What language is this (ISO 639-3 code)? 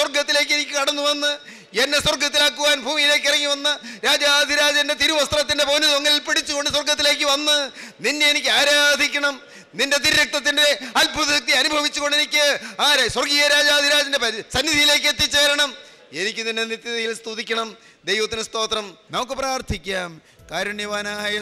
mal